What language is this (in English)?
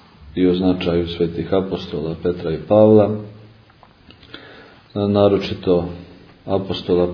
Serbian